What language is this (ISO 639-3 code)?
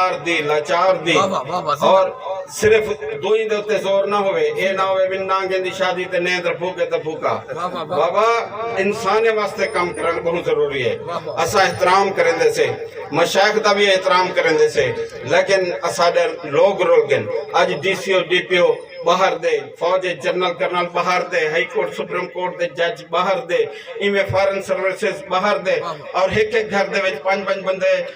skr